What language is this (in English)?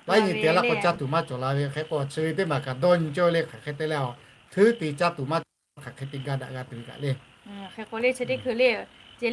Lahu